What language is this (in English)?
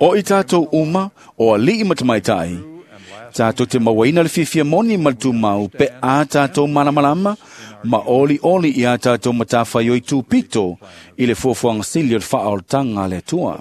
Samoan